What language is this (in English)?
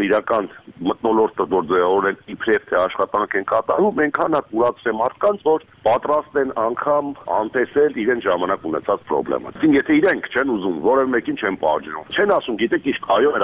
Armenian